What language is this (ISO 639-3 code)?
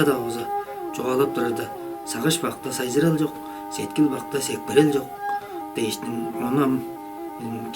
tyv